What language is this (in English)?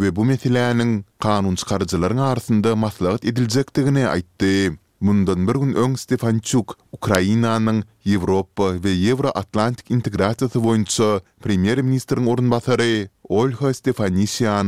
Turkmen